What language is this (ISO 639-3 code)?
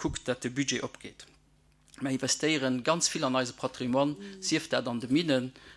ltz